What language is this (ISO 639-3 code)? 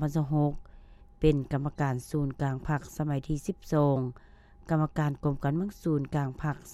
lao